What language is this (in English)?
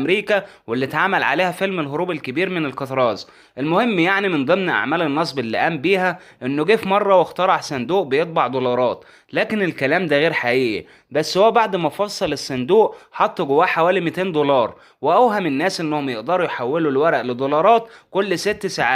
Egyptian Arabic